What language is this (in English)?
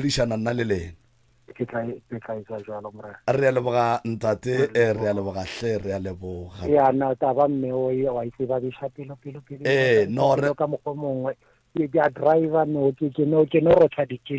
Northern Sotho